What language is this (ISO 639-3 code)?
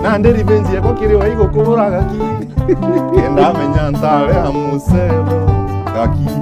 mer